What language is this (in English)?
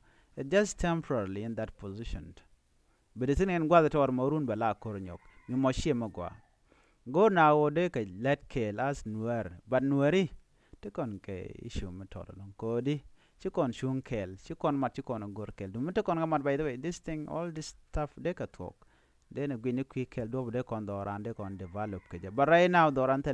Nuer